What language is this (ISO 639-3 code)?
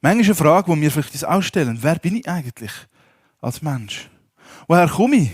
gsw